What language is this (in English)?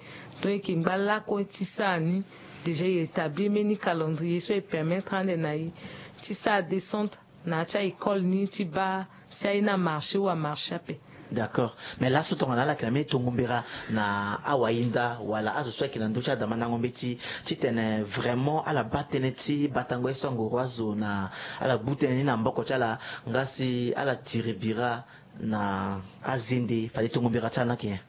Sango